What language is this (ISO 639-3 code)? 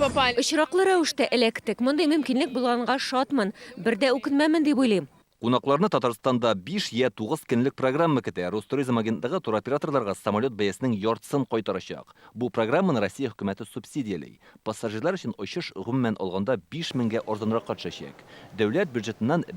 tat